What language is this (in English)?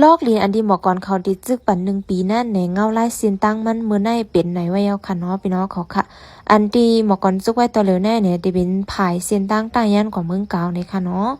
Shan